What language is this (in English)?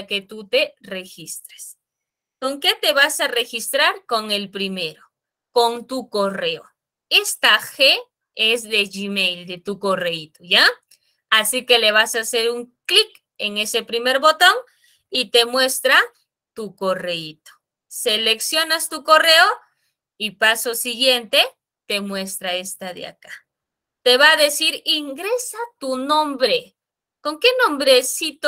Spanish